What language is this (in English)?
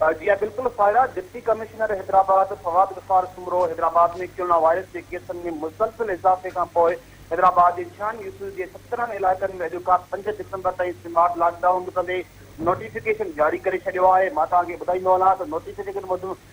Sindhi